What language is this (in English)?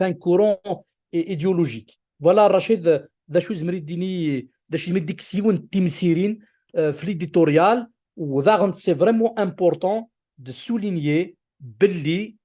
Kabyle